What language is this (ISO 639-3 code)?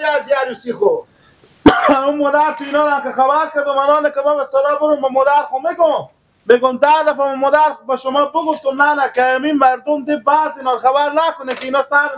fas